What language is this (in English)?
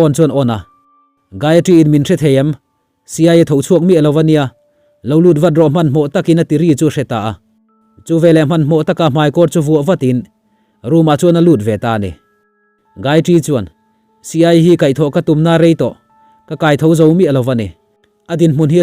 Mizo